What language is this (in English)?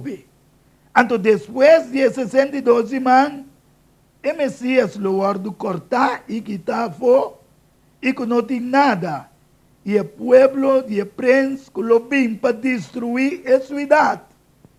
Papiamento